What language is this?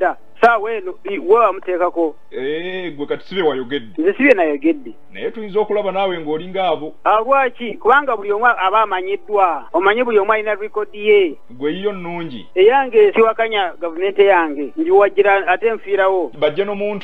Ganda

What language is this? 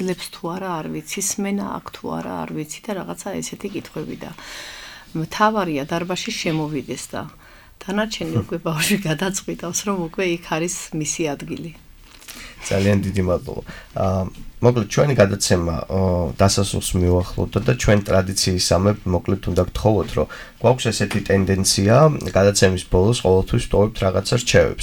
Georgian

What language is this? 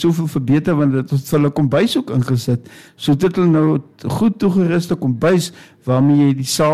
Afrikaans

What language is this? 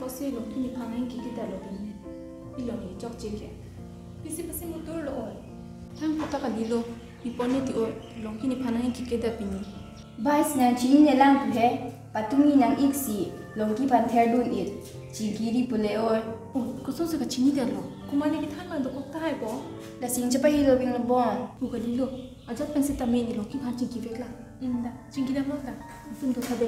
Karbi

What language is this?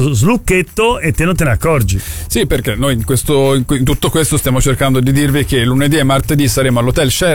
Italian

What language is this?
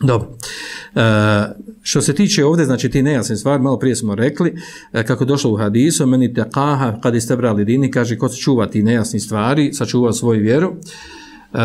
Bosnian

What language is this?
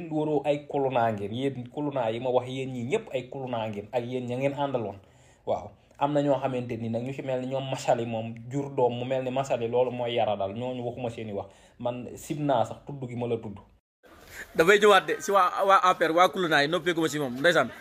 Wolof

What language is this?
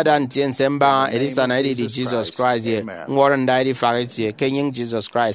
Efik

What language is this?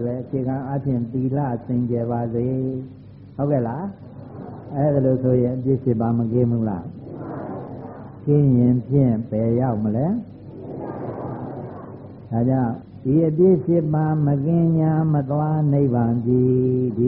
Burmese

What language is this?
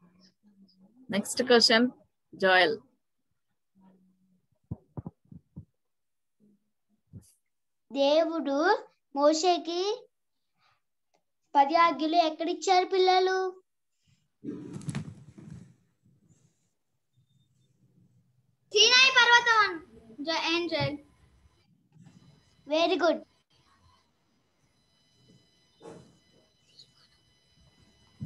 Telugu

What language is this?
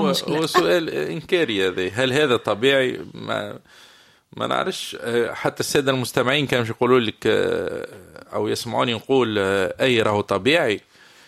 Tunisian Arabic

